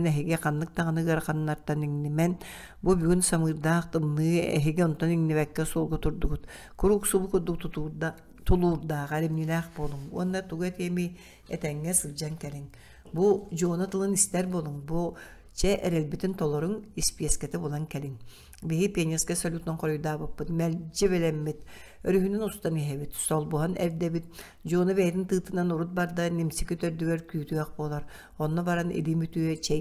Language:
Yakut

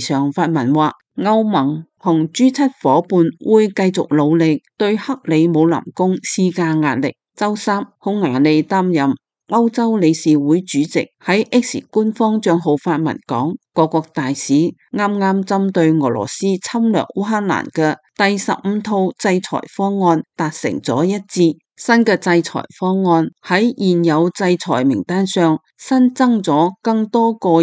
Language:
Cantonese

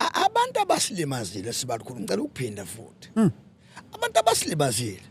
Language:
Zulu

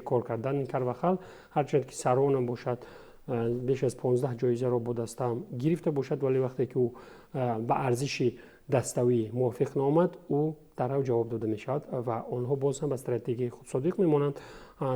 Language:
Tajik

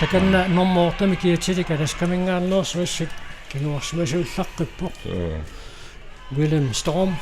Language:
Kalaallisut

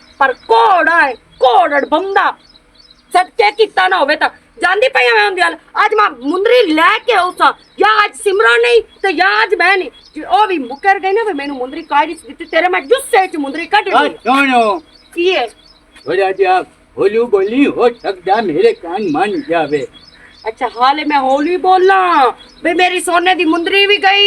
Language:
Western Panjabi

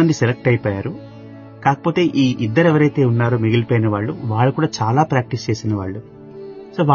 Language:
Telugu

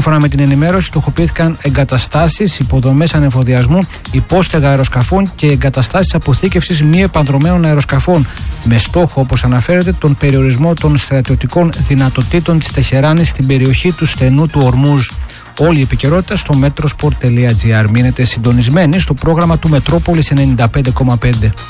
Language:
Greek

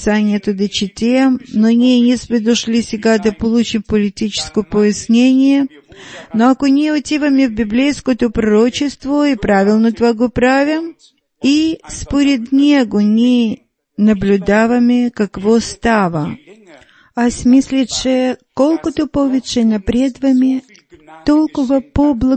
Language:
Bulgarian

